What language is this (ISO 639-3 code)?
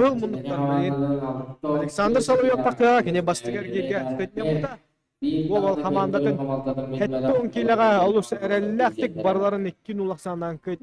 sah